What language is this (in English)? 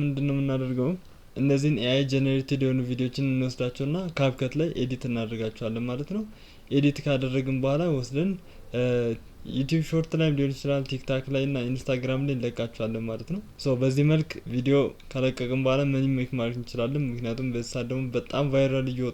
Amharic